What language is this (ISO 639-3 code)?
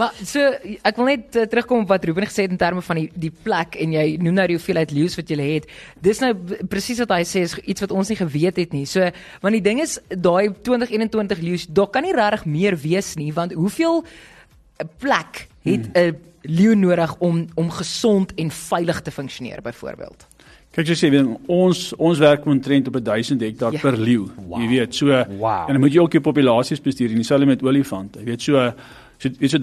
afr